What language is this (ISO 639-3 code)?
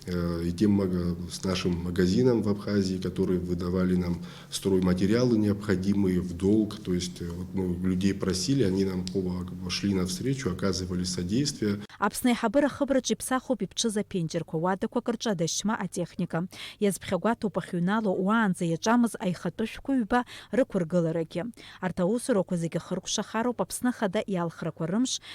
abk